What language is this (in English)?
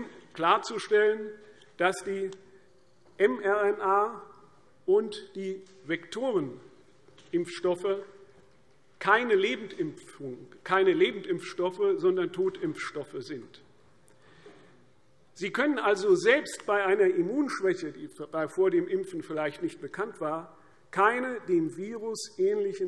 German